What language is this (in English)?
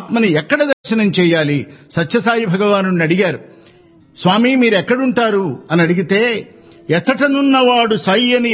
Telugu